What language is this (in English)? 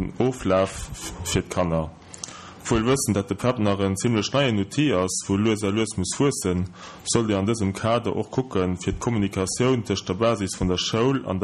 Luxembourgish